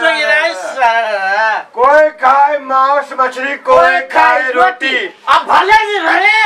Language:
Maithili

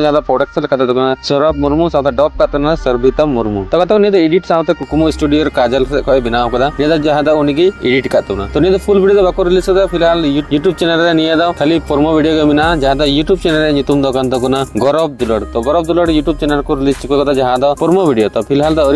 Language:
Santali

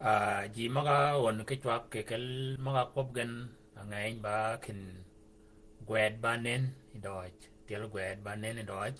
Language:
Shilluk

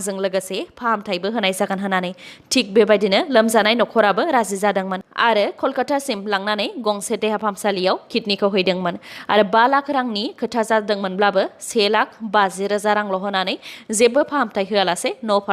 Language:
Bodo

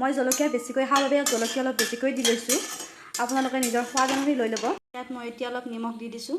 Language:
Assamese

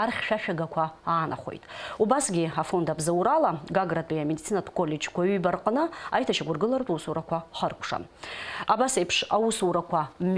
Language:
Abkhazian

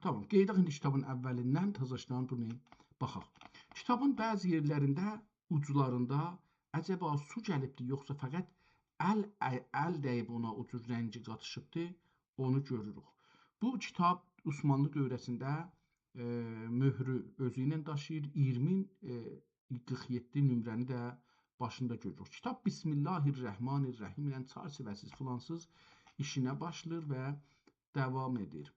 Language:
South Azerbaijani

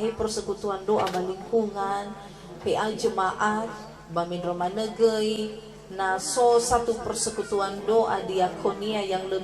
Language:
Nias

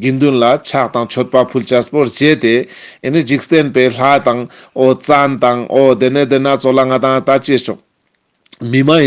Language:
Ladakhi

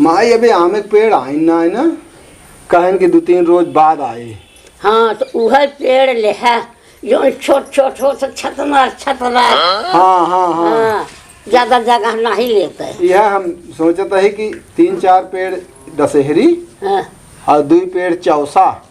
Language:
Awadhi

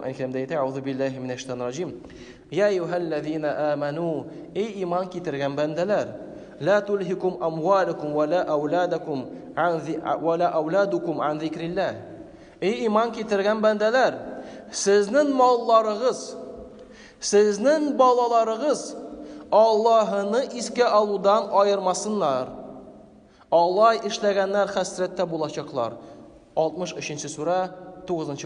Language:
Tatar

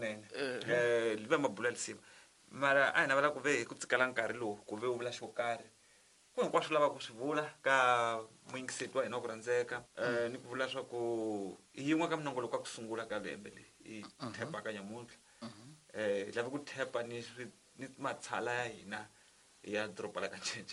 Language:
Tsonga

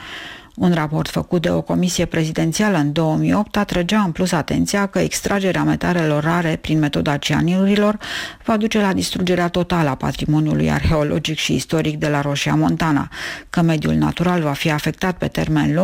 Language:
Romanian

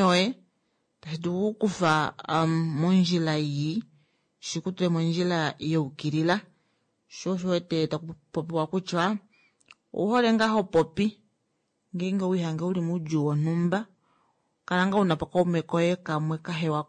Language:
Kuanyama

